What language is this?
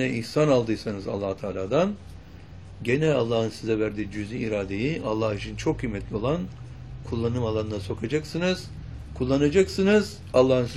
Turkish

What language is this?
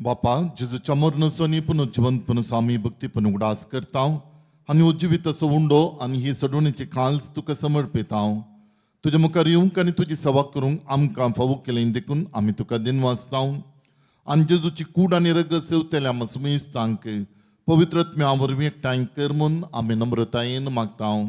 Konkani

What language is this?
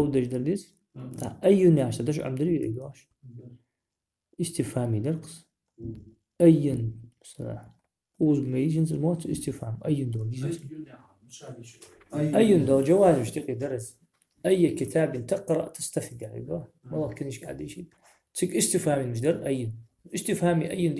Ingush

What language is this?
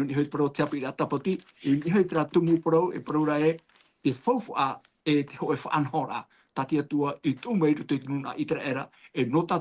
Tahitian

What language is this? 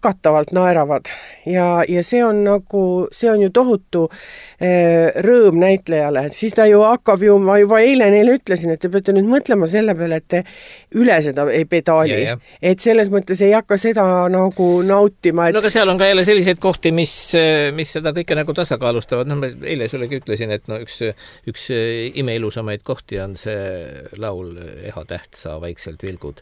Estonian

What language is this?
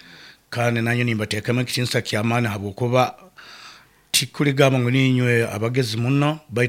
Nyoro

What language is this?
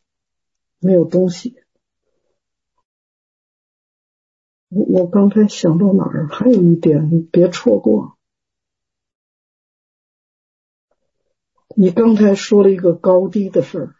Chinese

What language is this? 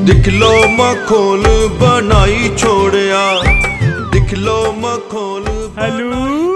Dogri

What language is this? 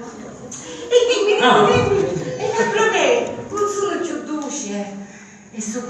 Sicilian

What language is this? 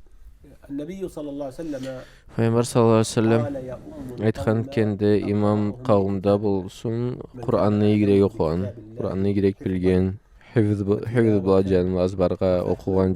Karachay-Balkar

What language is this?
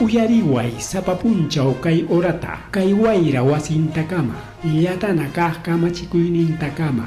Ayacucho Quechua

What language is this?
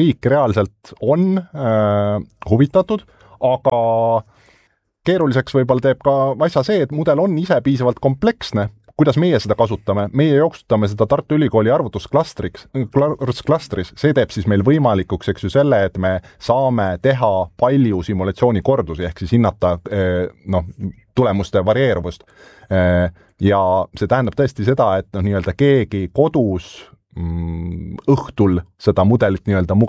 Estonian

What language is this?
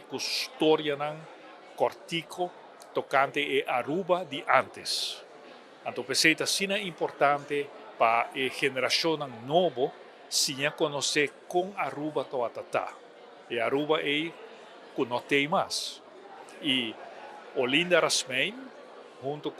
Papiamento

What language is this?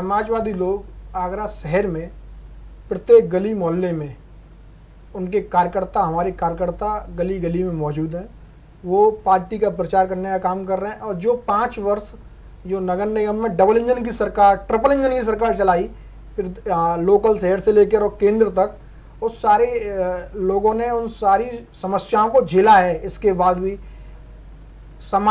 Hindi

